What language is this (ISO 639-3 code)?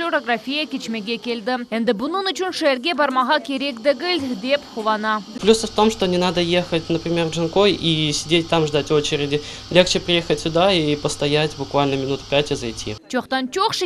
crh